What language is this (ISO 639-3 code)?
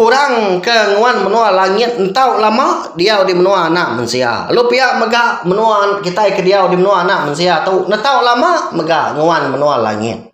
iba